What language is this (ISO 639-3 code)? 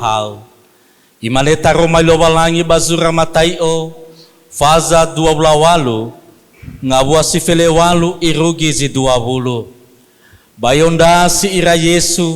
nia